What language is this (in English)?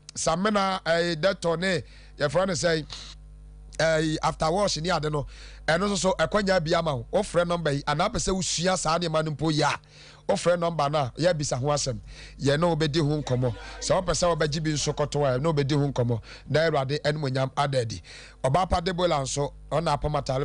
Akan